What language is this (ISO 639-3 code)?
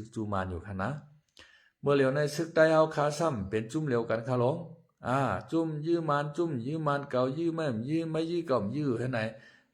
shn